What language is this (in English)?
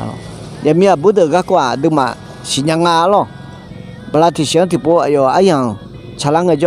Akha